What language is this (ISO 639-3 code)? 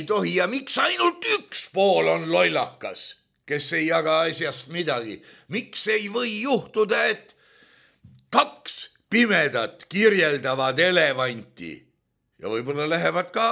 est